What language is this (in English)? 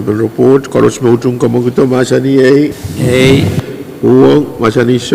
Pohnpeian